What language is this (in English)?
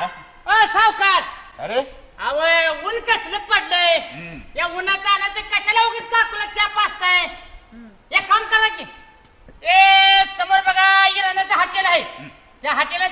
Marathi